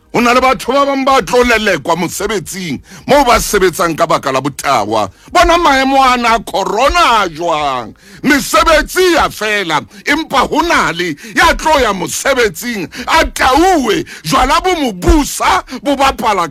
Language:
Southern Sotho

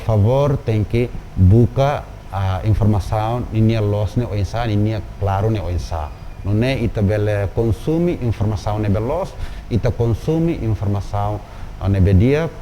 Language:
Tetum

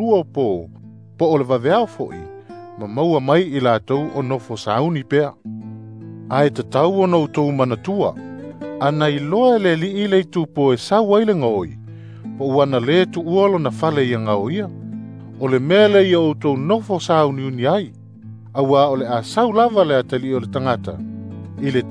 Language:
Samoan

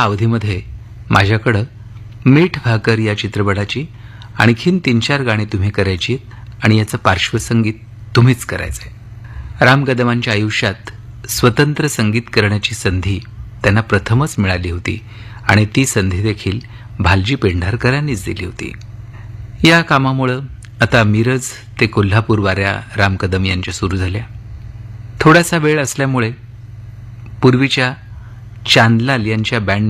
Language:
Marathi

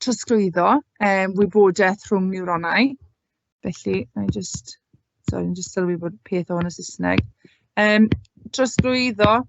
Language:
Welsh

